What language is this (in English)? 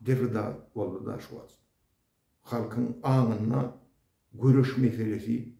Turkmen